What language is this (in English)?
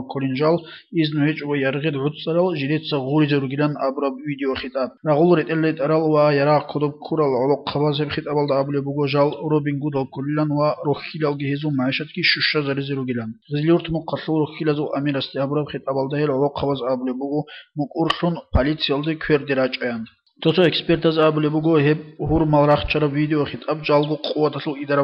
Avaric